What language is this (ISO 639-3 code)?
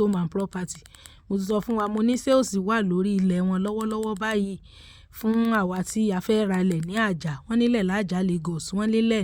yor